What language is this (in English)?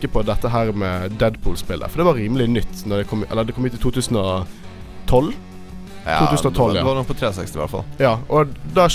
Norwegian